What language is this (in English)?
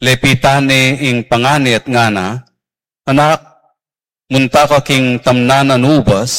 Pampanga